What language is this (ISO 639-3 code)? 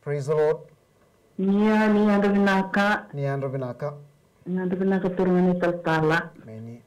fij